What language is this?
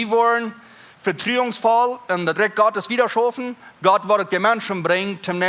Plautdietsch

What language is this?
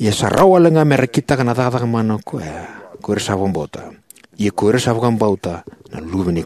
Fijian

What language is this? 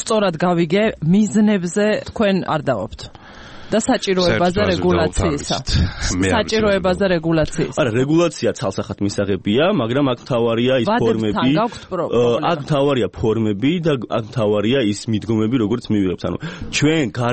Georgian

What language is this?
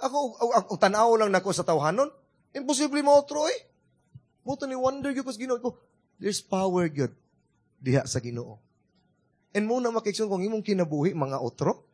Cebuano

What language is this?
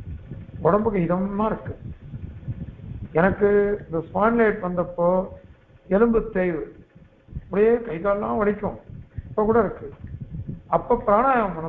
Tamil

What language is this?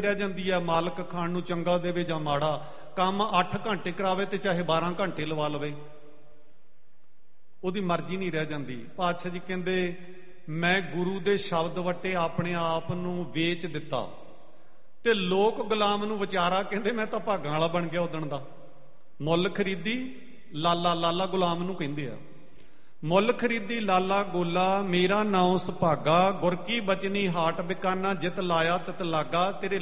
Punjabi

